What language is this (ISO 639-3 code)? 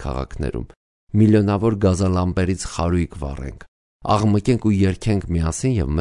hye